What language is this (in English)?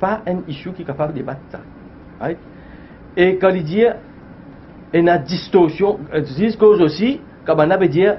Morisyen